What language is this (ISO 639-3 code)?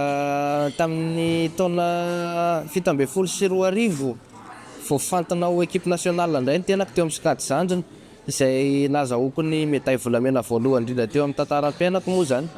mlg